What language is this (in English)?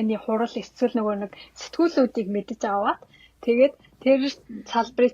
Mongolian